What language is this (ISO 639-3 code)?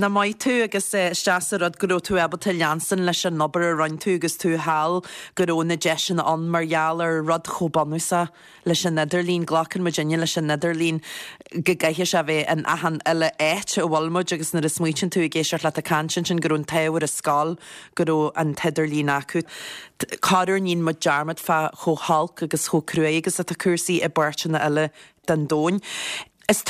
gle